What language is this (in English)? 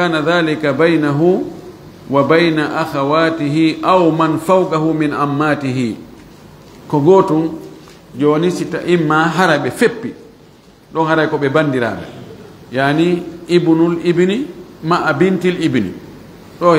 Fula